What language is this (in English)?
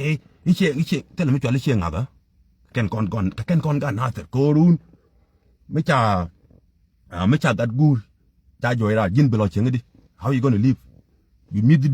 Nuer